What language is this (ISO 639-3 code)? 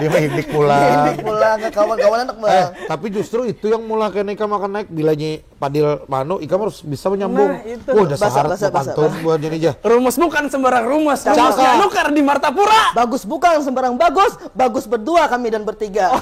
bjn